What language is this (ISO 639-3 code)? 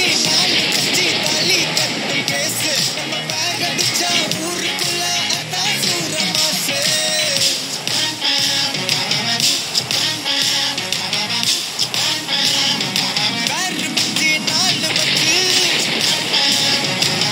tam